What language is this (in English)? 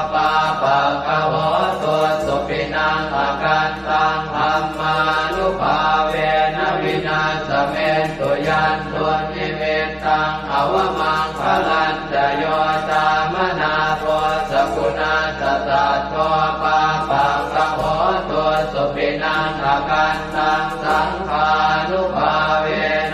Pali